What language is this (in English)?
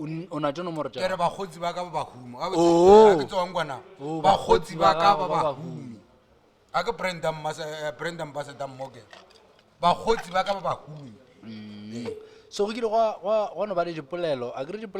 Northern Sotho